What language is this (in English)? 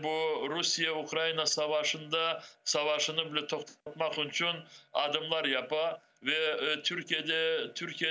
Crimean Tatar